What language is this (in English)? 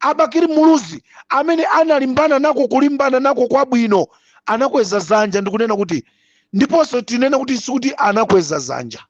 Nyanja